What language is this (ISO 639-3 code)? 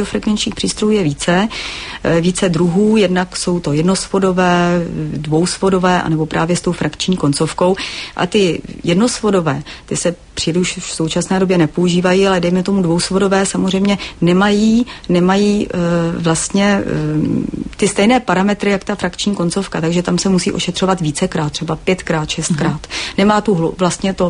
ces